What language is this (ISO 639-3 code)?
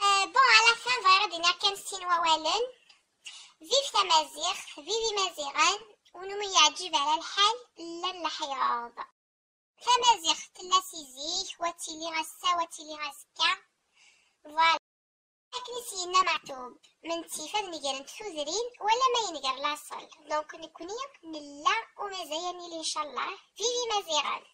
kab